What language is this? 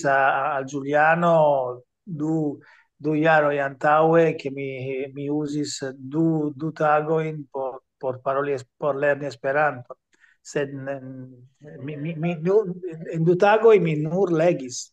Esperanto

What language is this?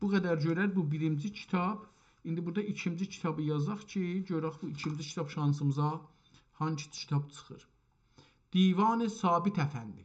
South Azerbaijani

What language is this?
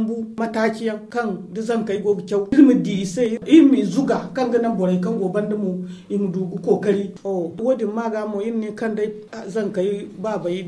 Zarma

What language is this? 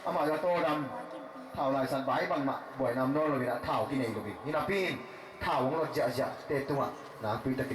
Tedim Chin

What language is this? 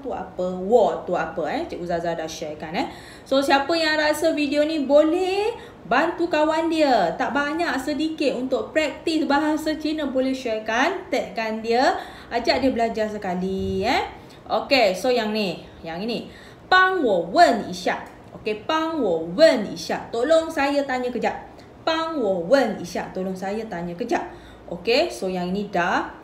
Malay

